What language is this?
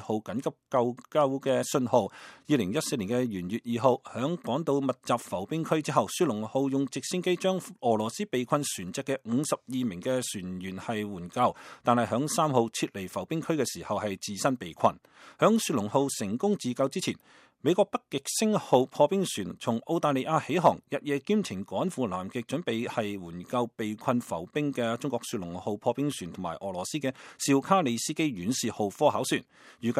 Cantonese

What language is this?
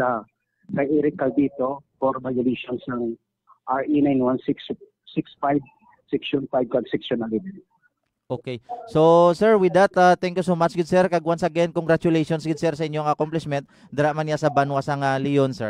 Hiligaynon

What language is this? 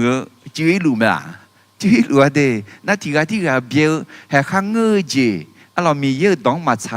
Akha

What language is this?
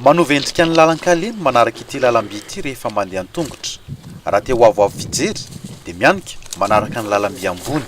Malagasy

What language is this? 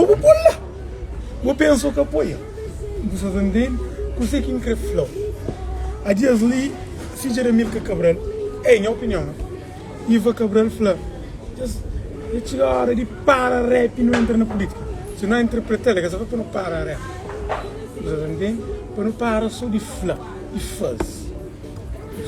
Kabuverdianu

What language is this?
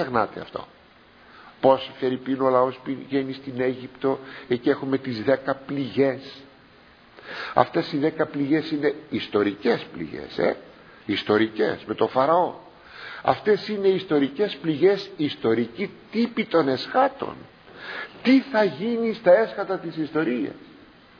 Greek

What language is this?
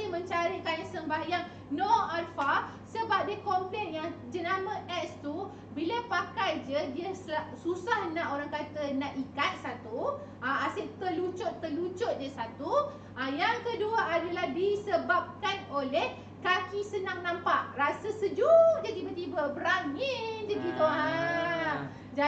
Malay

